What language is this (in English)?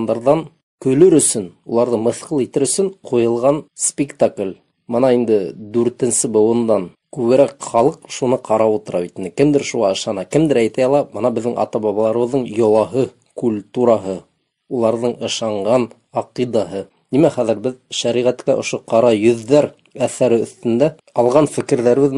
Bashkir